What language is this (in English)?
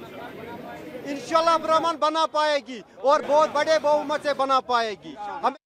Hindi